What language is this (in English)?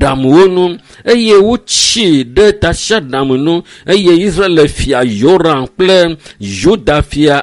Ewe